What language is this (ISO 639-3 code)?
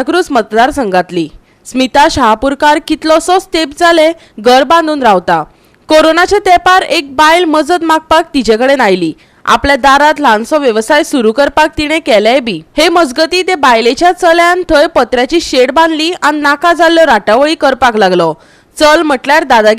kok